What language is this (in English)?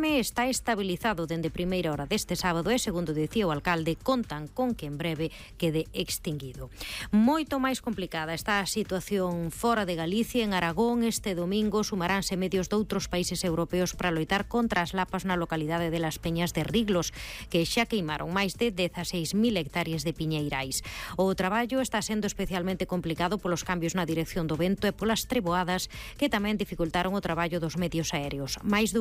Galician